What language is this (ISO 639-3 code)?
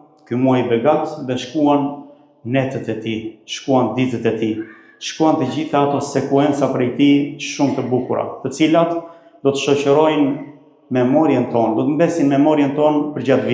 sqi